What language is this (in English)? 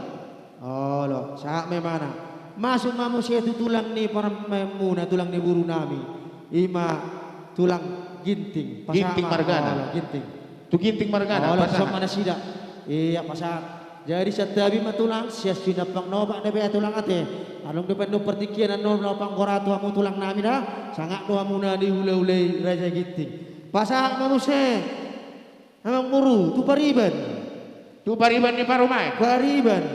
Batak Karo